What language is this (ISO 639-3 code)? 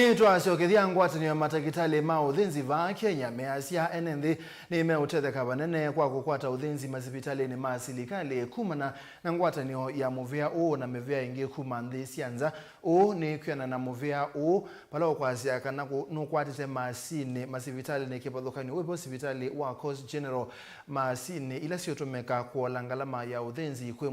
kam